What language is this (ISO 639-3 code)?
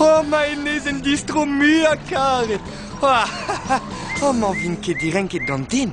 bre